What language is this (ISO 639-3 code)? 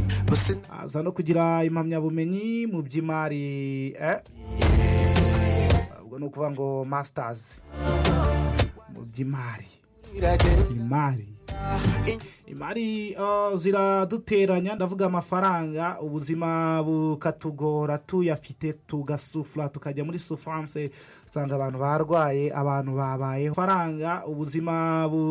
kin